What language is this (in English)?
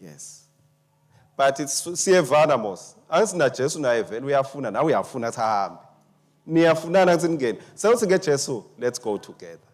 Swati